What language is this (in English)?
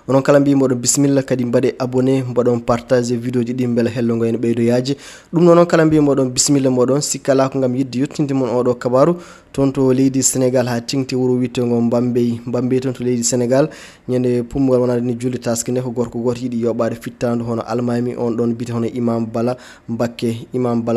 Fula